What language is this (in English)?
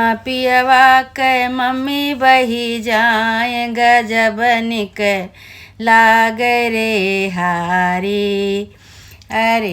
Awadhi